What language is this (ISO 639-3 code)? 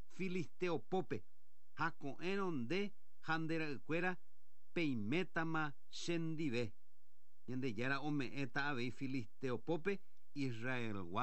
grn